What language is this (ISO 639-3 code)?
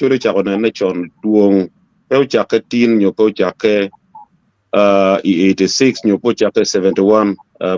ach